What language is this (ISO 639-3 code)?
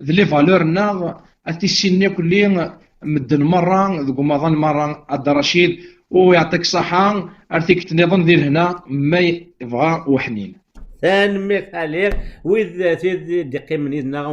kab